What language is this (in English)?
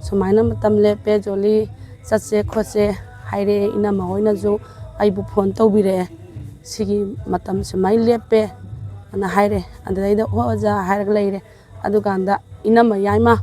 Manipuri